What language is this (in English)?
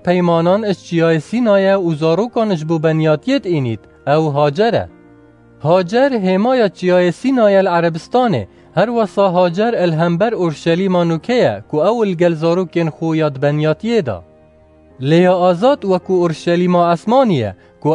Kurdish